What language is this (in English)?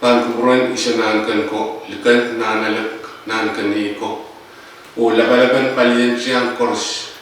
Pohnpeian